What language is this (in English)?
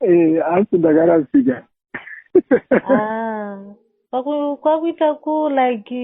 Shona